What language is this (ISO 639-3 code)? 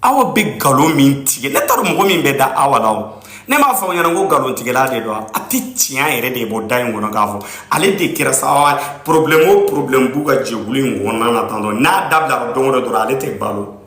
bam